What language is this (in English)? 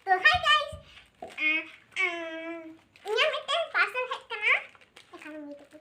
Santali